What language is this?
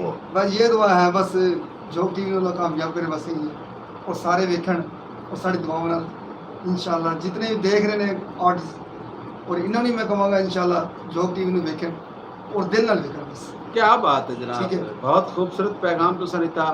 Saraiki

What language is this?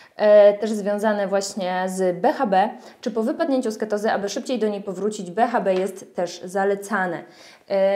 Polish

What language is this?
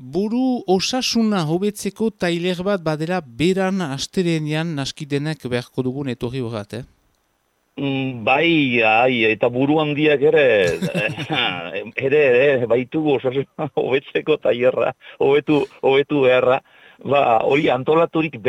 Basque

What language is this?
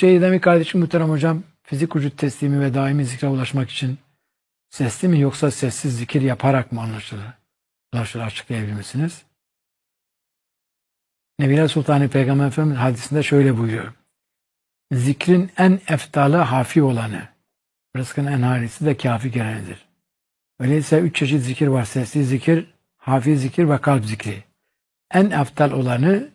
Turkish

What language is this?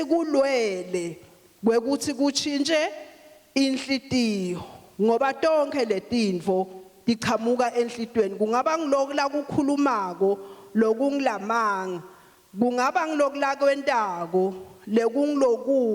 Swati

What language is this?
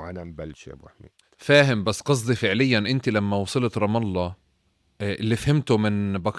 North Levantine Arabic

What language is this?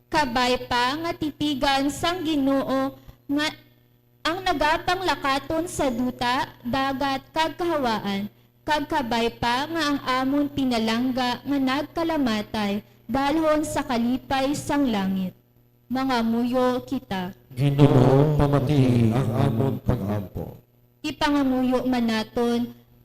Hiligaynon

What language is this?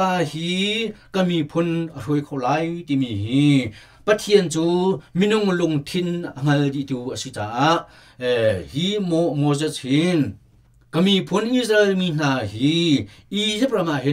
Hakha Chin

